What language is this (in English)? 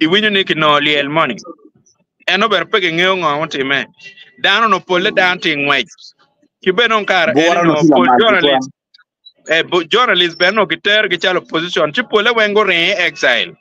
Acoli